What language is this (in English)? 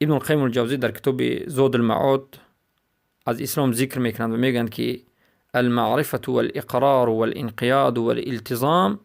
Persian